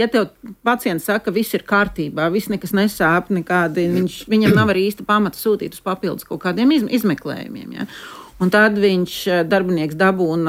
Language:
Latvian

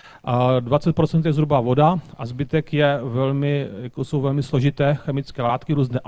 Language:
Czech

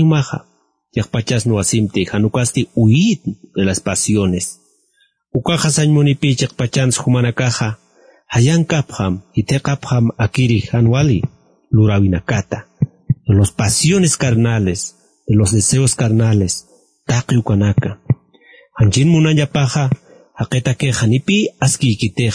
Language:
Aymara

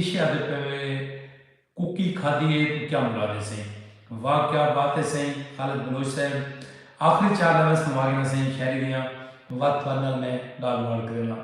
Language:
Saraiki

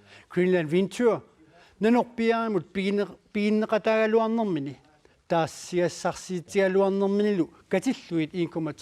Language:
Kalaallisut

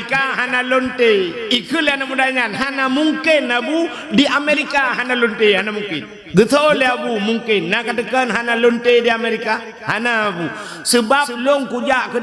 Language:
Achinese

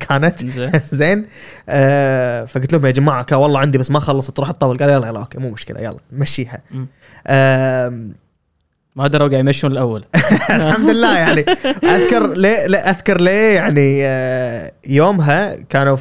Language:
Gulf Arabic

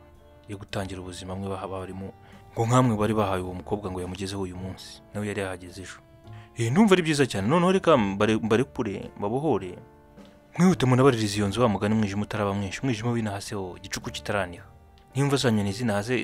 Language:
Kinyarwanda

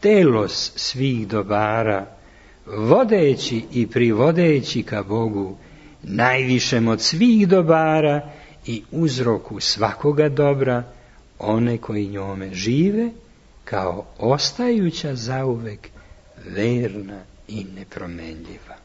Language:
Serbian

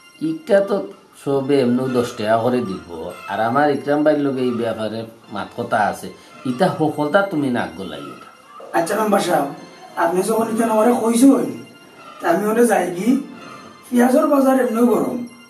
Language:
Sylheti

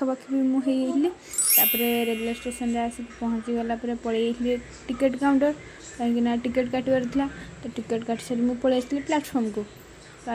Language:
Odia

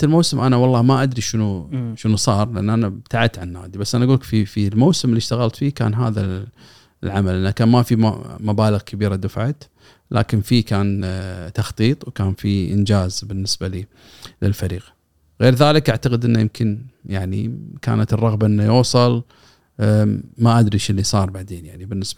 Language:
Gulf Arabic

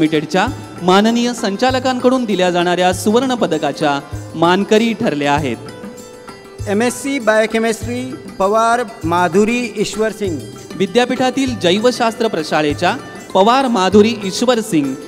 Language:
Marathi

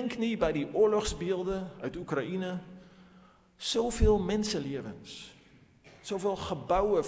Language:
Afrikaans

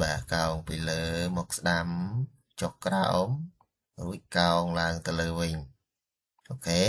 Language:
Khmer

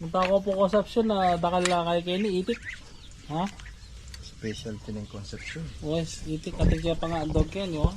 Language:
Pampanga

